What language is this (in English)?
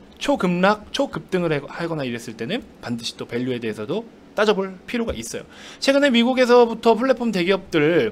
Korean